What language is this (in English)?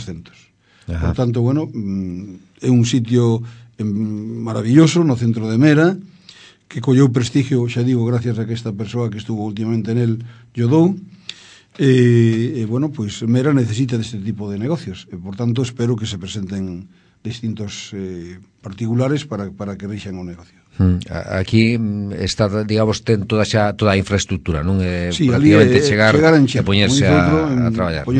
Galician